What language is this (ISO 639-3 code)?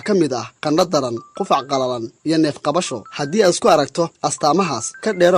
som